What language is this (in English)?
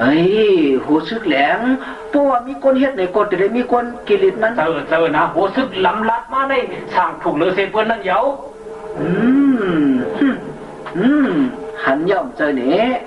Shan